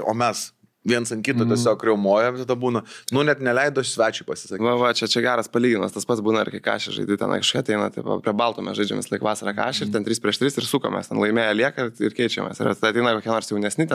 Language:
Lithuanian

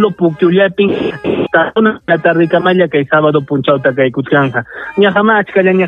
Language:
Ayacucho Quechua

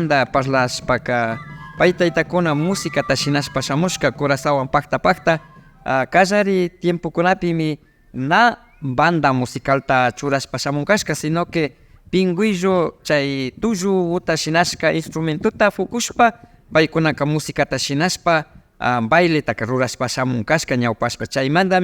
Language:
Imbabura Highland Quichua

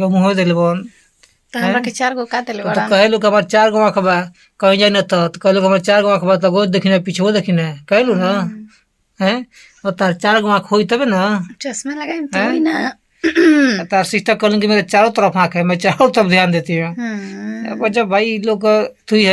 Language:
Bhojpuri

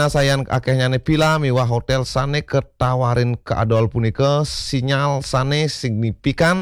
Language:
Balinese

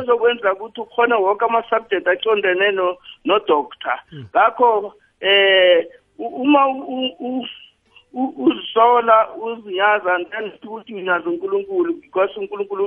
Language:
South Ndebele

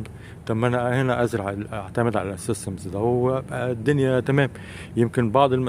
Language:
Egyptian Arabic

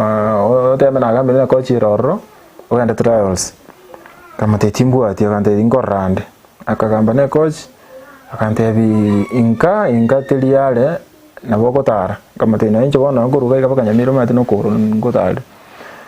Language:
Gusii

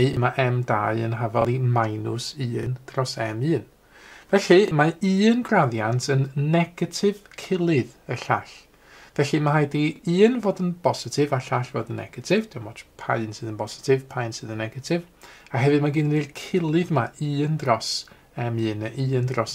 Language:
Welsh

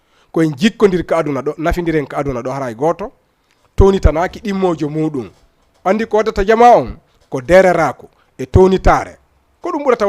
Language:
Fula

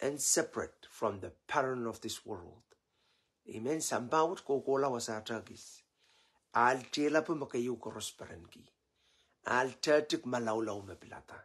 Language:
Pohnpeian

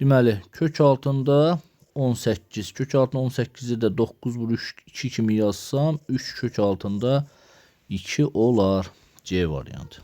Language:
Azerbaijani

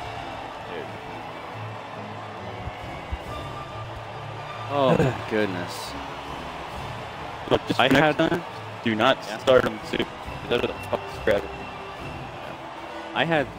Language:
English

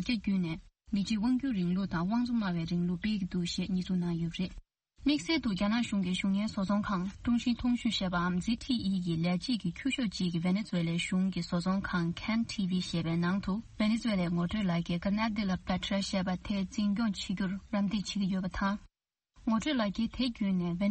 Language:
Tibetan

